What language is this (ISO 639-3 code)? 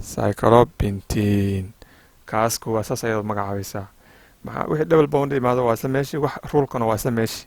som